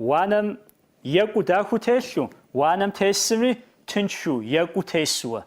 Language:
Kabardian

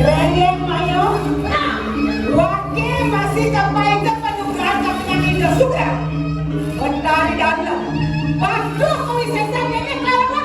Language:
Balinese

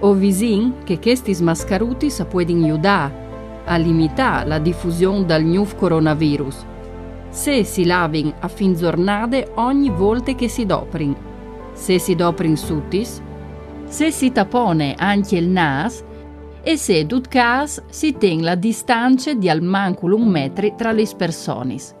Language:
Friulian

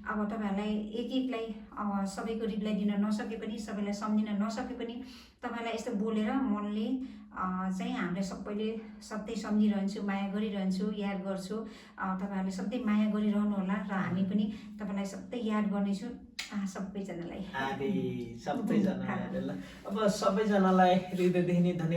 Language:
Nepali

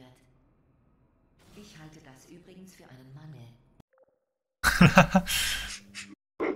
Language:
German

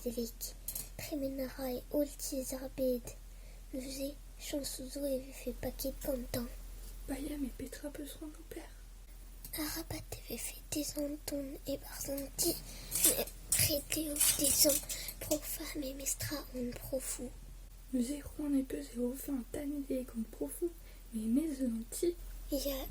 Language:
Breton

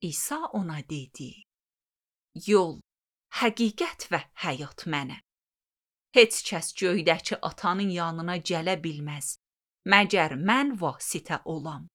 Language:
Azerbaijani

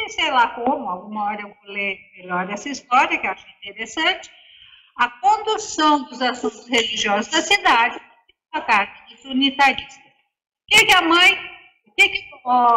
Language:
Portuguese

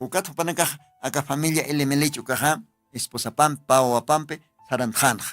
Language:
Aymara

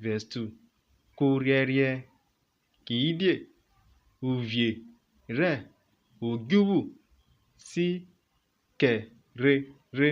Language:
Urhobo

